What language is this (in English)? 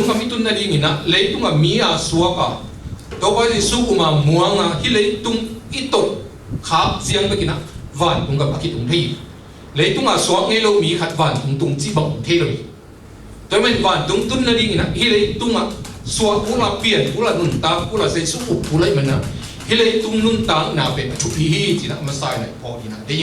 Tedim Chin